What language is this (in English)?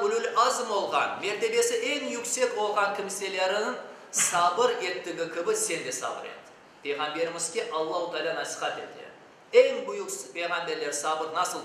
Crimean Tatar